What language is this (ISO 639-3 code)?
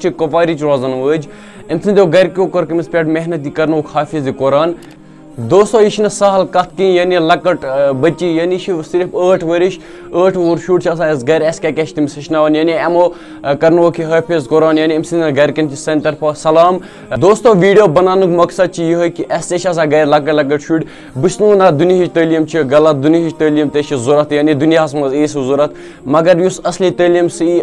kas